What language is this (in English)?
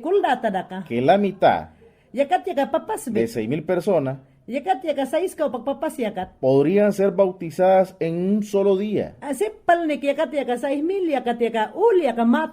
Mayangna